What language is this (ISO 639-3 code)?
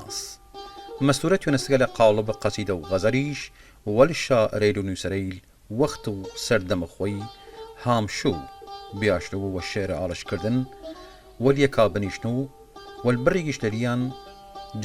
sdh